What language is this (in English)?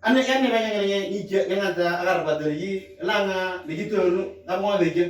Moro